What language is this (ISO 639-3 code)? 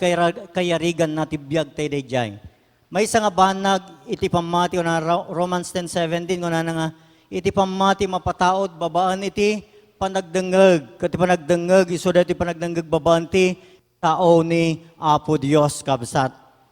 ilo